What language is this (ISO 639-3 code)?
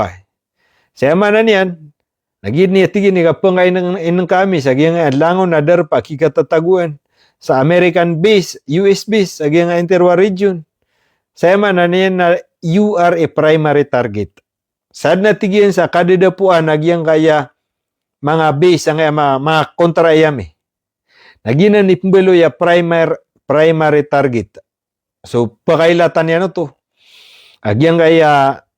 mrw